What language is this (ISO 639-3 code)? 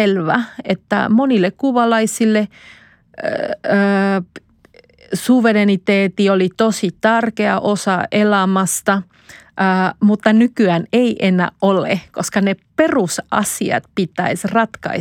fin